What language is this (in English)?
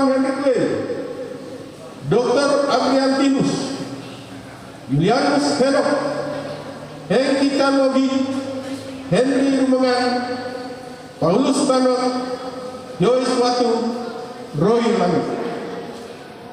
Indonesian